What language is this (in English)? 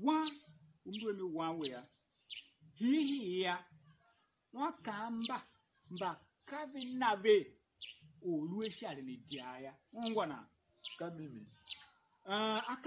Tiv